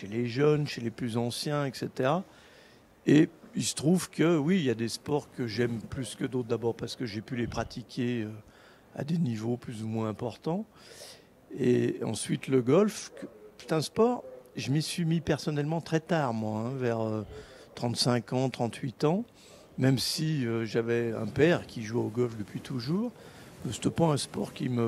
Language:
French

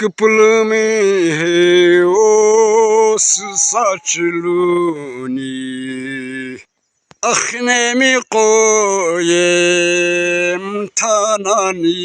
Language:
Sumi Naga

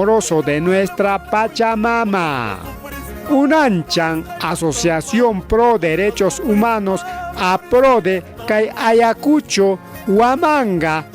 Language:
Ayacucho Quechua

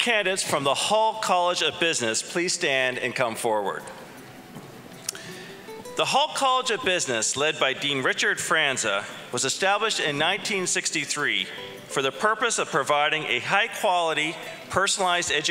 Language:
English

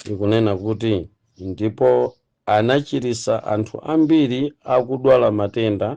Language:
Nyanja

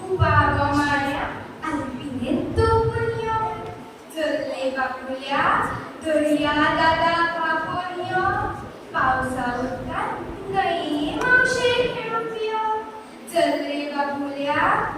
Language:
Konkani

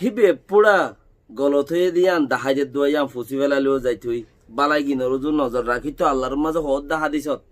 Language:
Rohingya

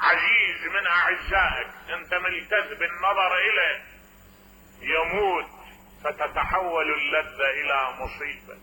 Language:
Mesopotamian Arabic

